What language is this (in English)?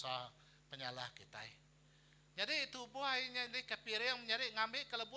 Iban